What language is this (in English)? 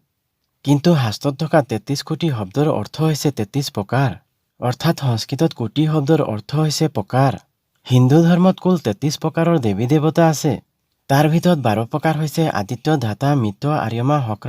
Assamese